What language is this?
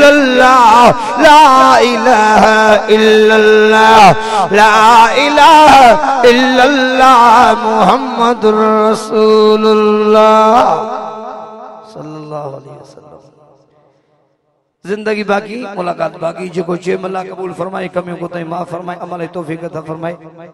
Sindhi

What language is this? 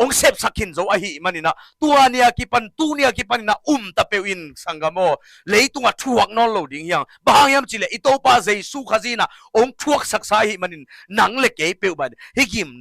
Tedim Chin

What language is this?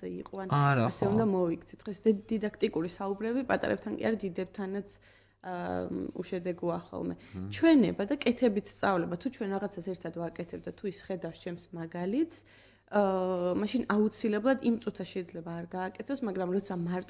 Georgian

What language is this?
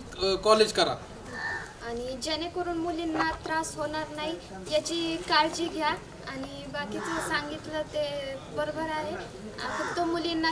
Marathi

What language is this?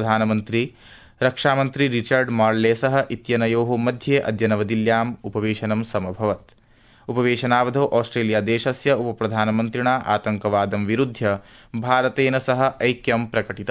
Sanskrit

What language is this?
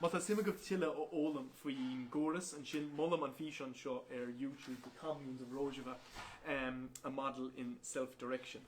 Irish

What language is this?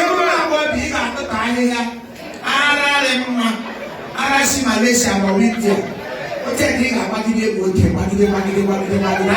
Igbo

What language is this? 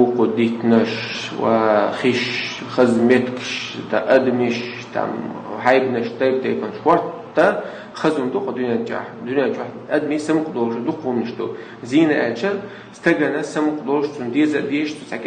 Chechen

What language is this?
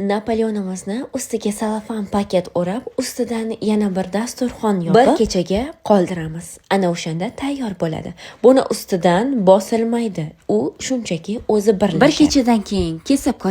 Uzbek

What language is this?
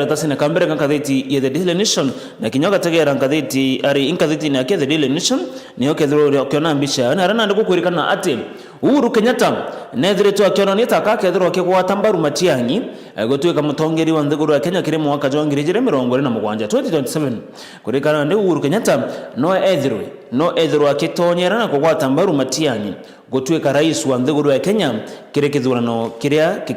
Meru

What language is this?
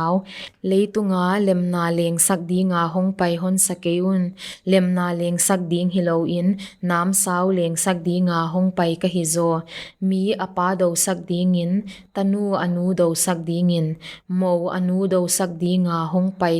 Paite Chin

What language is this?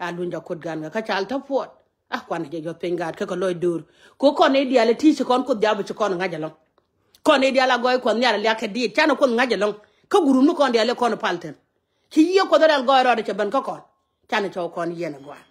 Nuer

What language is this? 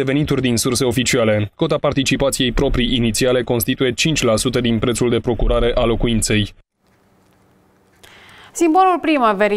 Romanian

